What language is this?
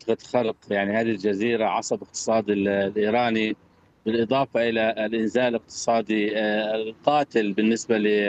Arabic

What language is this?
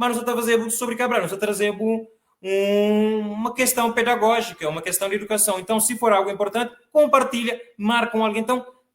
Kabuverdianu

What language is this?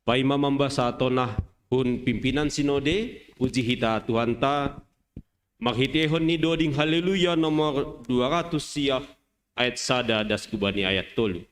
Batak Simalungun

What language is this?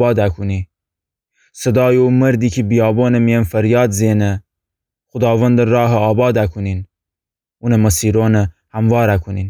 Gilaki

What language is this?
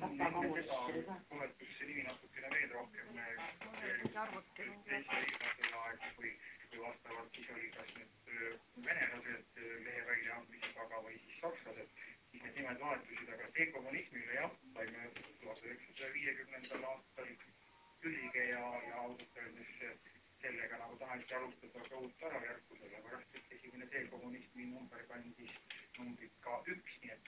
Estonian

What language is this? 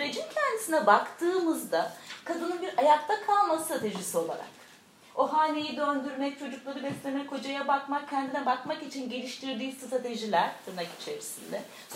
Turkish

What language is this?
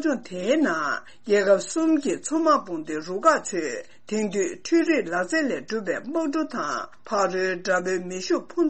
Tibetan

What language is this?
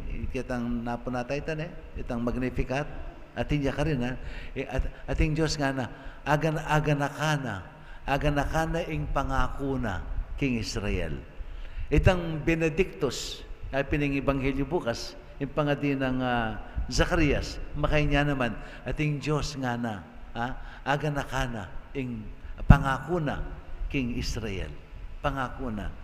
Pampanga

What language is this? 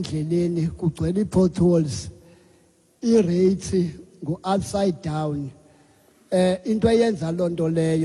Xhosa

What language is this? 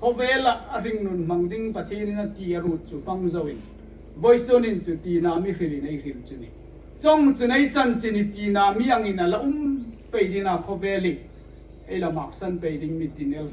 Hmar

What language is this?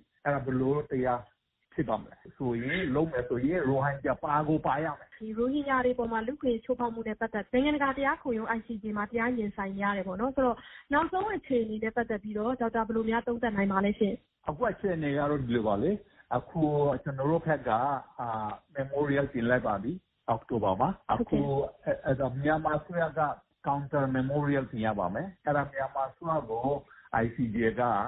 Burmese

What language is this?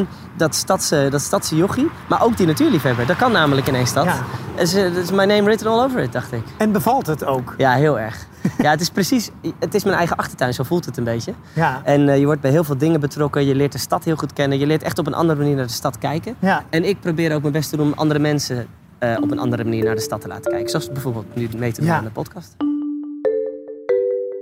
Dutch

